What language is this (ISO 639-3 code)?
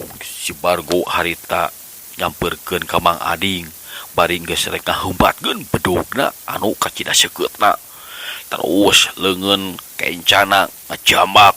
sun